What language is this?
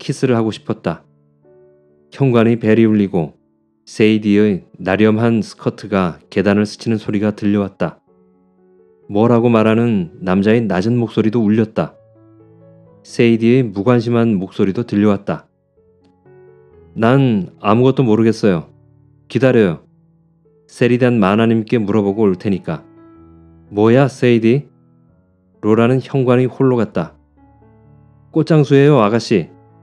Korean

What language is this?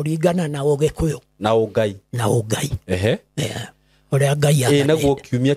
Kikuyu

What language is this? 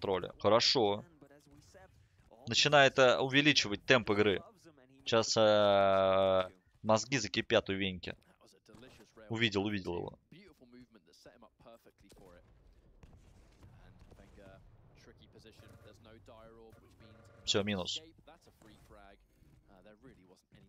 Russian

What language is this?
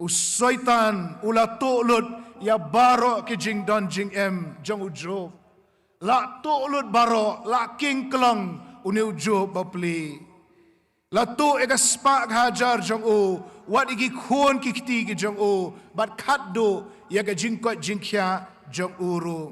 Khasi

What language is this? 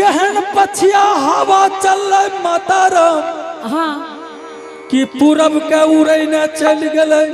Angika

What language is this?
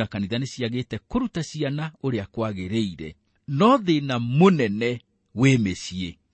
Kikuyu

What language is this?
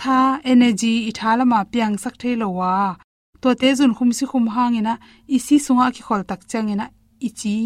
Tedim Chin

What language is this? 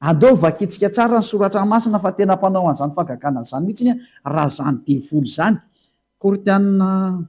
Malagasy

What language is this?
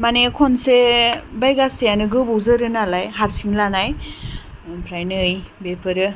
Bodo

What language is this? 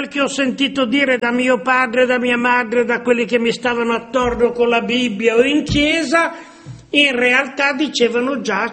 Italian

